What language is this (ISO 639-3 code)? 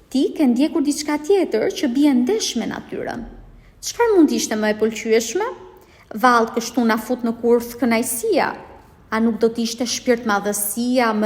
sqi